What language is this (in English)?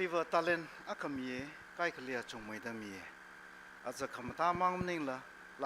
Tangkhul Naga (India)